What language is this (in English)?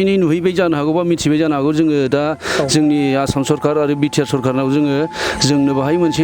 Bodo